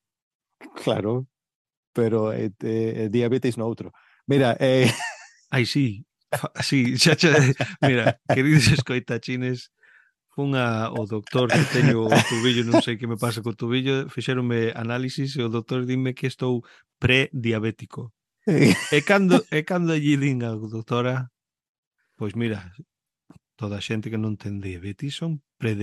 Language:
Galician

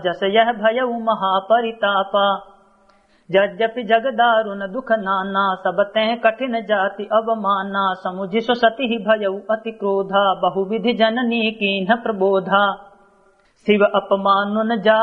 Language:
Awadhi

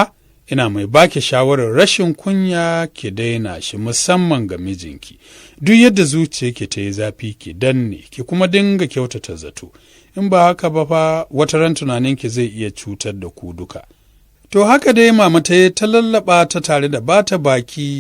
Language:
Hausa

